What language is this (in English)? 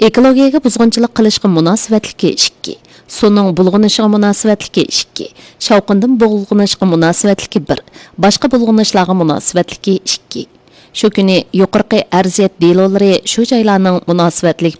Uyghur